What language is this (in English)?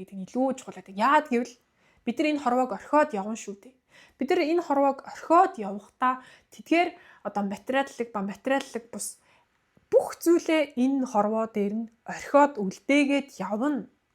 Mongolian